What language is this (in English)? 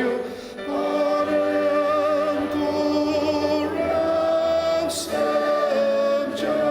Ao Naga